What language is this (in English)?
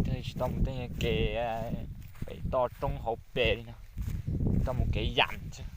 Hmong